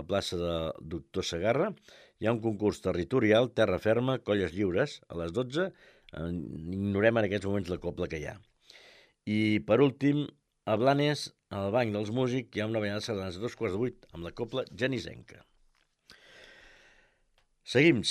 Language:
Catalan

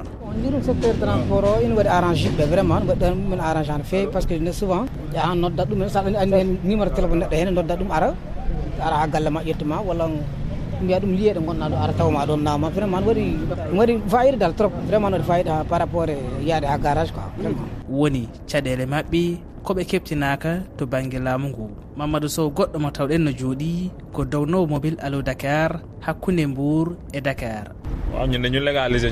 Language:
Fula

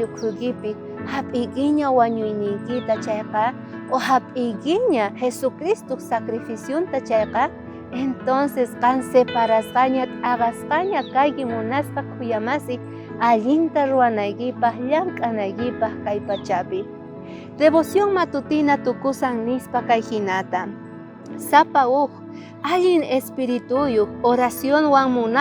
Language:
South Bolivian Quechua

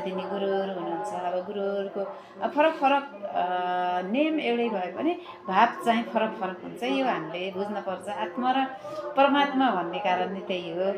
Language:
Nepali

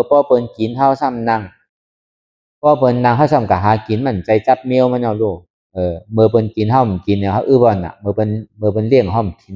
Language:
Shan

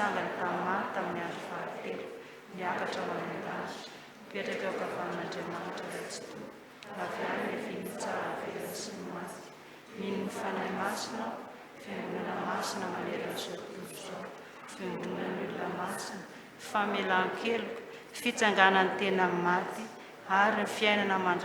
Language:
Malagasy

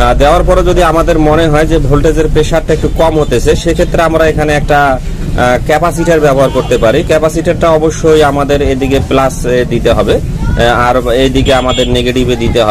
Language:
Bangla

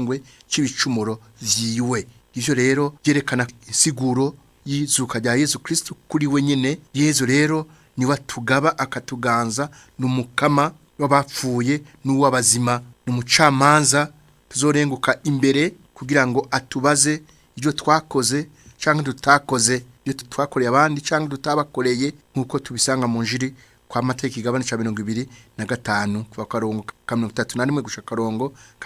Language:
Rundi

